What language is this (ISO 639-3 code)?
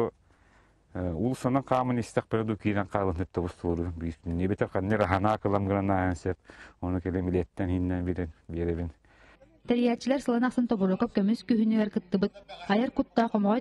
sah